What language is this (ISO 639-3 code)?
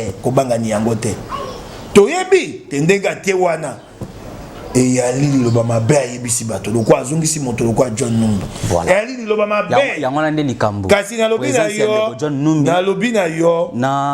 lin